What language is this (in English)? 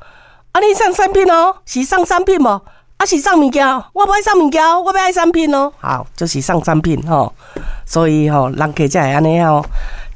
Min Nan Chinese